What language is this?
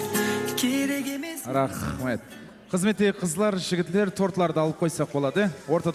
Kara-Kalpak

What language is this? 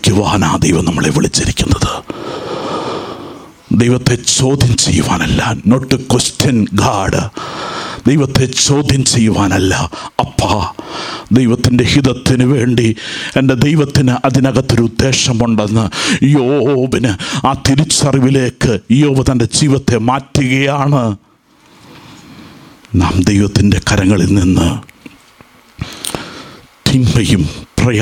Malayalam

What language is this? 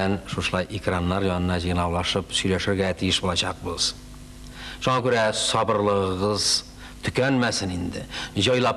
Tatar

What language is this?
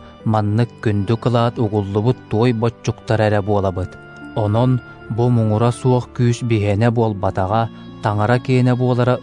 Yakut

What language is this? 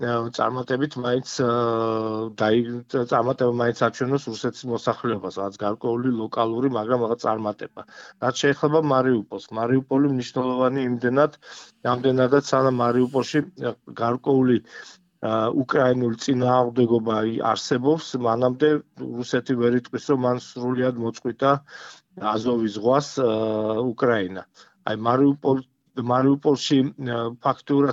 Georgian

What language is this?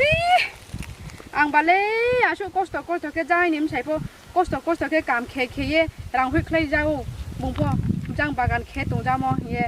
Riang (India)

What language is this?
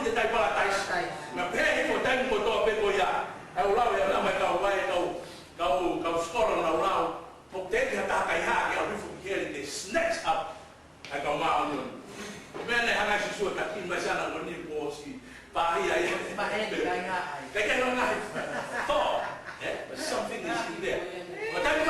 Tongan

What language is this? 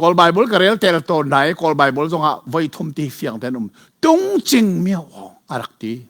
Hakha Chin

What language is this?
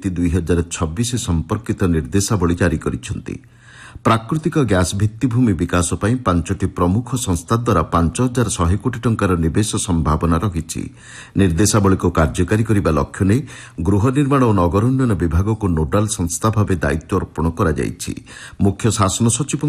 Odia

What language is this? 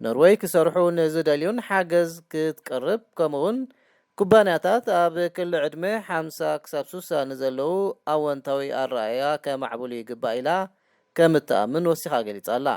Tigrinya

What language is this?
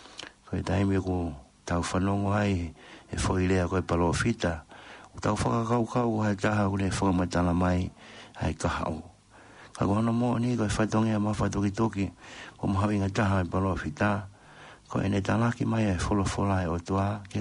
Tongan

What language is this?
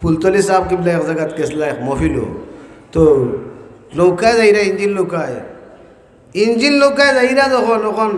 Sylheti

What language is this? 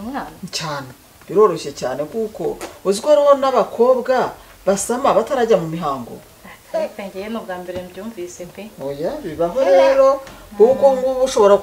Kinyarwanda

